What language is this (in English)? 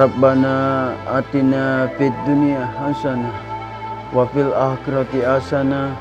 Makassar Malay